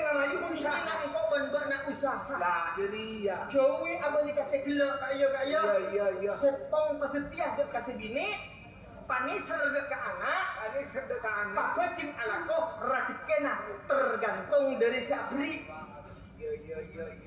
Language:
Madurese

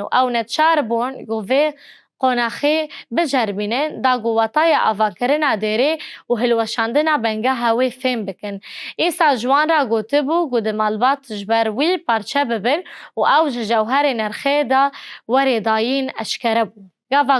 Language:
Kurdish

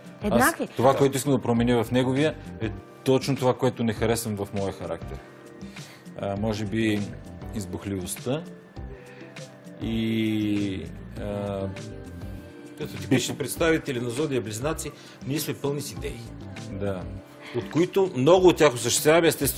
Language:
Bulgarian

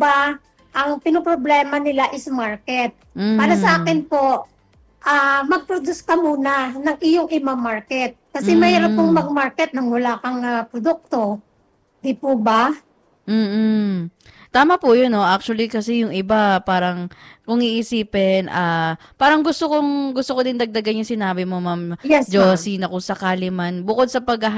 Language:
Filipino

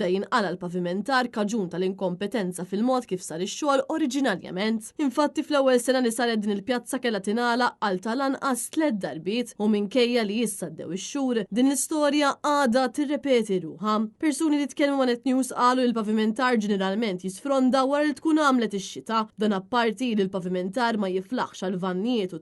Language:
Maltese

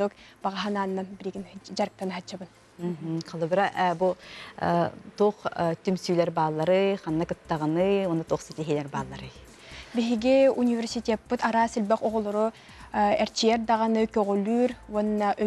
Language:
Yakut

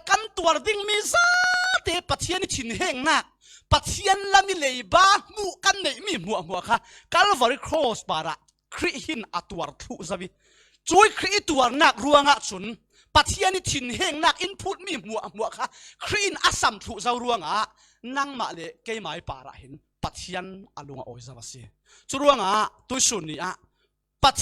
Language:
Falam Chin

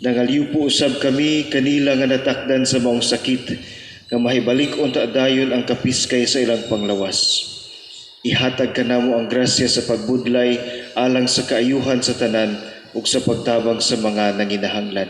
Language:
Cebuano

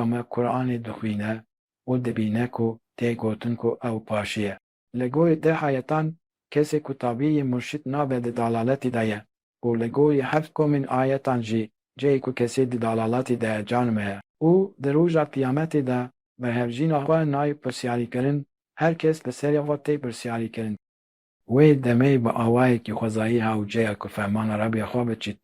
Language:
Kurdish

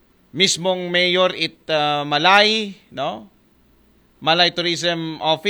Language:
Aklanon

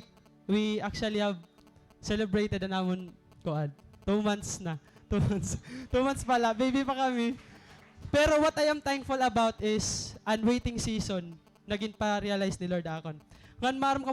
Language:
Waray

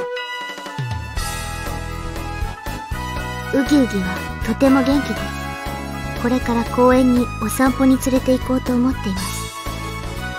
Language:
Japanese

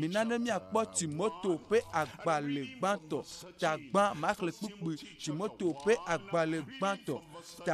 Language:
Ewe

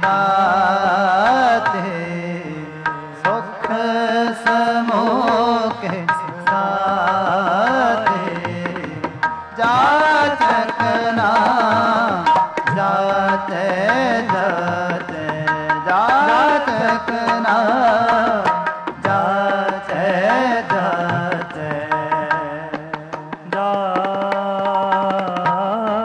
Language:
Punjabi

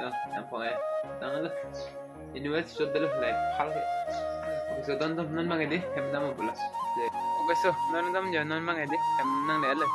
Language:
Karbi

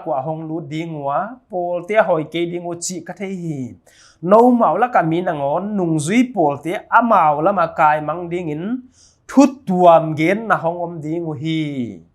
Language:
Paite Chin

